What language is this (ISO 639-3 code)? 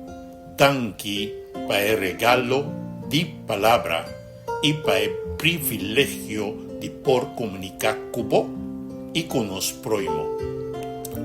pap